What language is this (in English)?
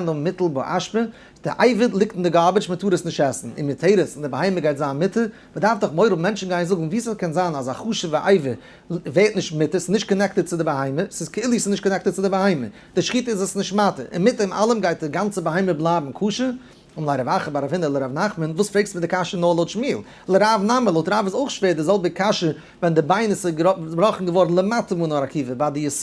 Yiddish